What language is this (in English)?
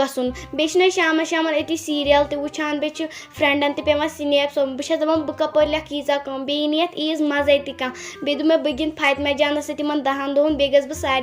Kashmiri